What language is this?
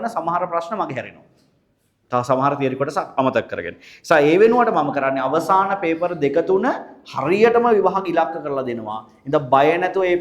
Sinhala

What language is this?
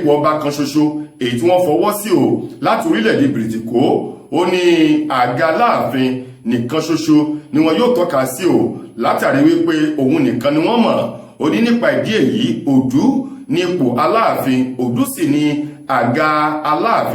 Yoruba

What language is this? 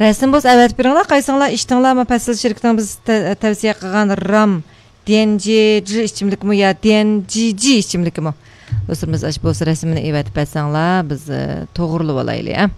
Uyghur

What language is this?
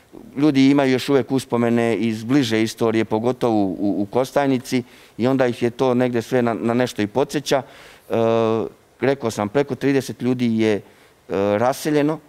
Serbian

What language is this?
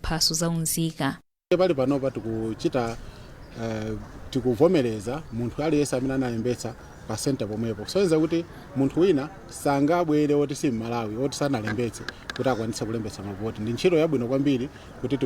Nyanja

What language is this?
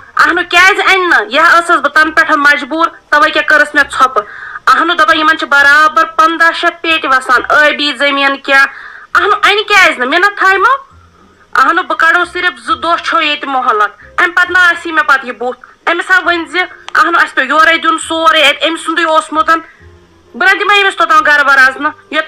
Kashmiri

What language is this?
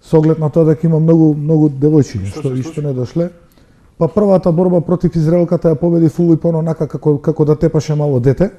Macedonian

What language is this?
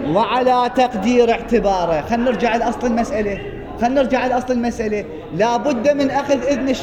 Mesopotamian Arabic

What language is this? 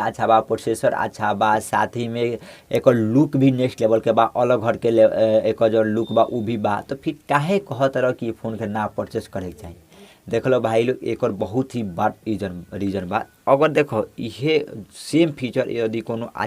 Bhojpuri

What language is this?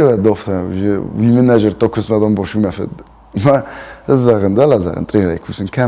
Ossetic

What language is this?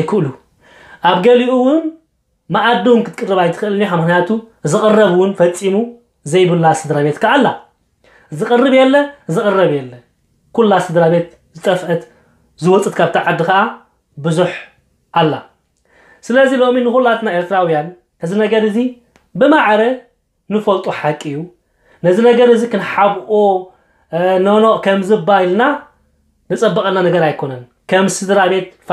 Tigrinya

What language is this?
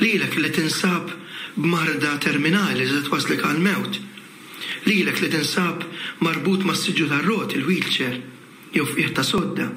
Maltese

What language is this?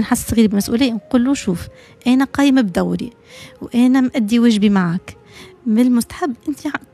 Tunisian Arabic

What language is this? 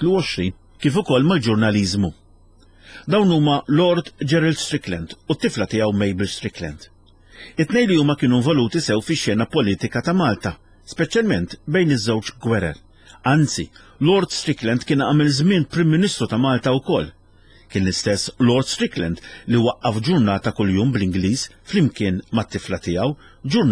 Maltese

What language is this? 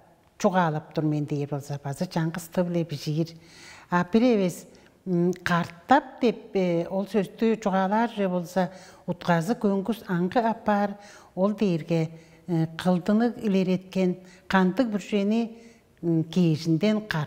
Tuvinian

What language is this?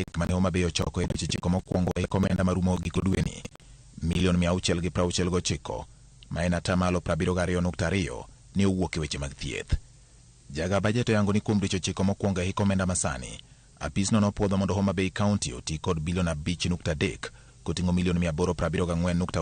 Luo (Kenya and Tanzania)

